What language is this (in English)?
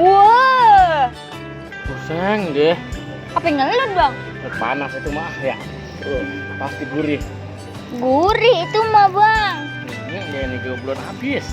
Betawi